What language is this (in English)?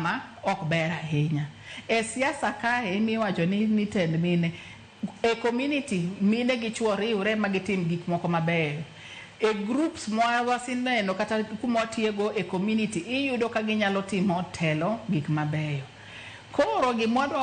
Luo (Kenya and Tanzania)